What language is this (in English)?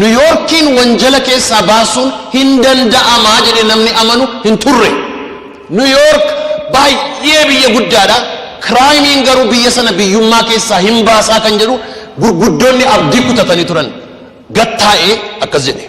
Oromo